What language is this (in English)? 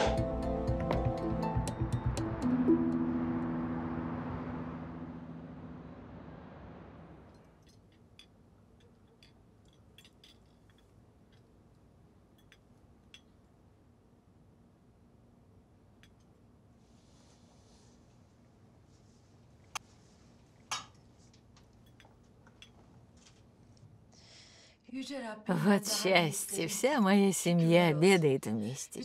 Russian